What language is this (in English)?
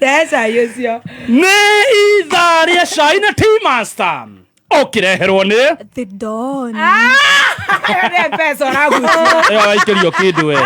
Kikuyu